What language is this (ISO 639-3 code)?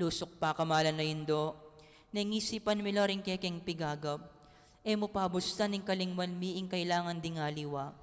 pam